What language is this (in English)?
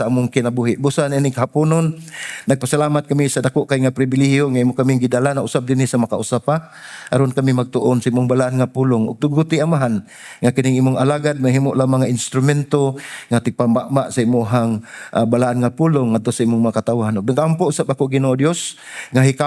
Cebuano